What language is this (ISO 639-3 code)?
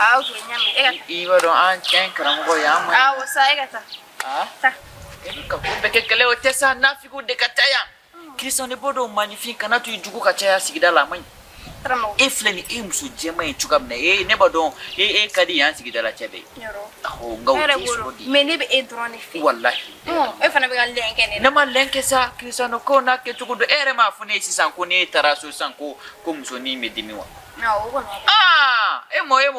bam